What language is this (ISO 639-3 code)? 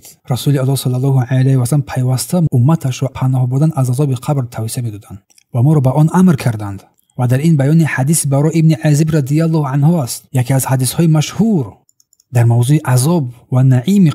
tgk